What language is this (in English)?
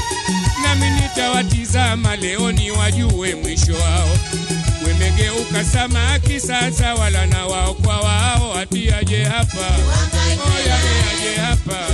Swahili